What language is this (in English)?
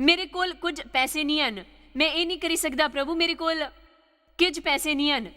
Dogri